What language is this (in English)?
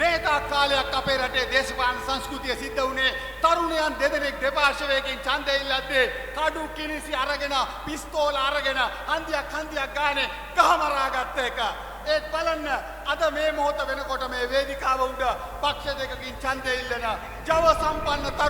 Sinhala